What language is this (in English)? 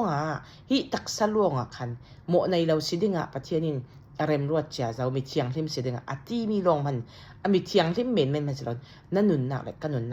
Falam Chin